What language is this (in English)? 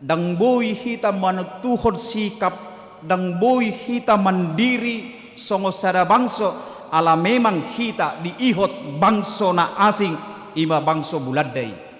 Batak Toba